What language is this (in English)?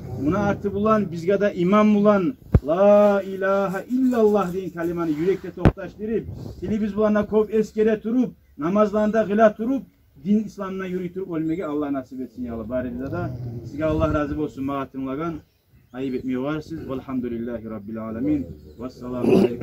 Kumyk